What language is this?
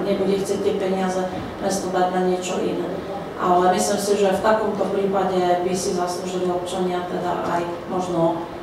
Slovak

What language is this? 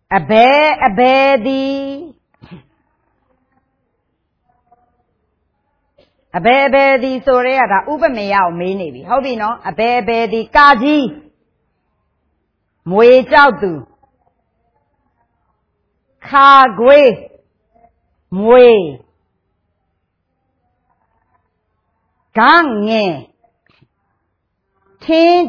Burmese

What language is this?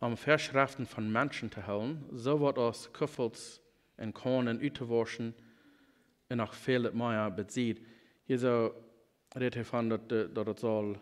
Plautdietsch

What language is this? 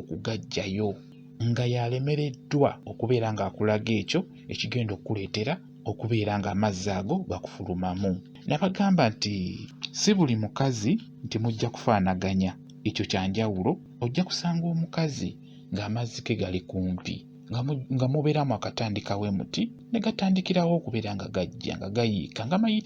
Ganda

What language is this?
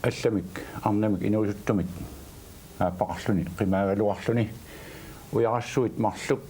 Kalaallisut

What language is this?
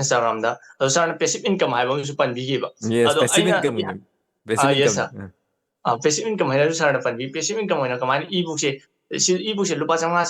Manipuri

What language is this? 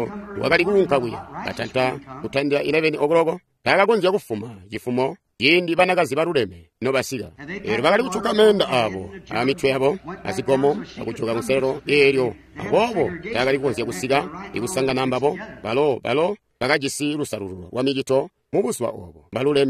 Tonga (Zambia)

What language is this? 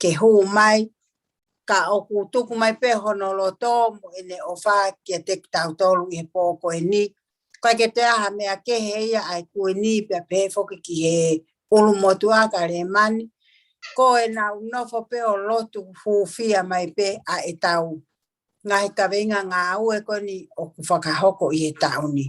Tongan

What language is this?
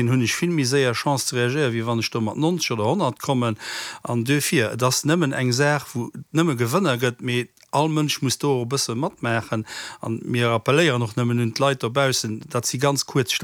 Luxembourgish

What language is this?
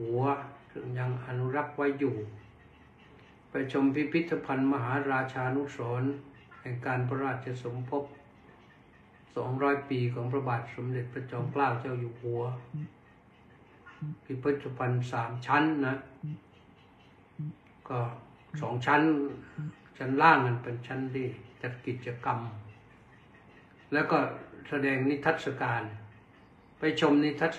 Thai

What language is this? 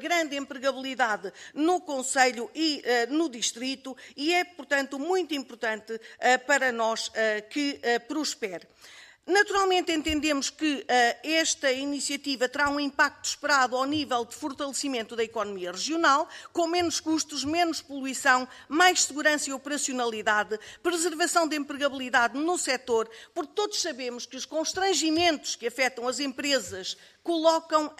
Portuguese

